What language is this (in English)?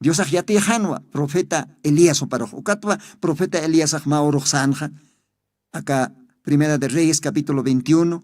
Aymara